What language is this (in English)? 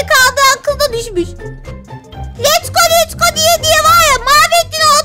Turkish